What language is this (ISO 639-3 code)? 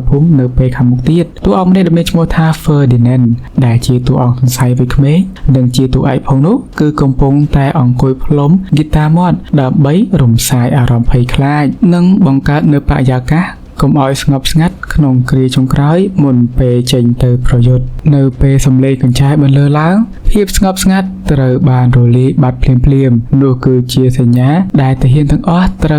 khm